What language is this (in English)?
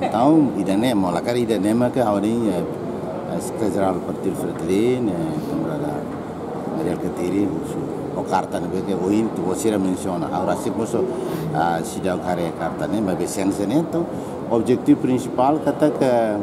Tetum